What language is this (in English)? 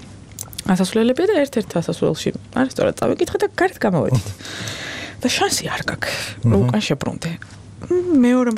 Georgian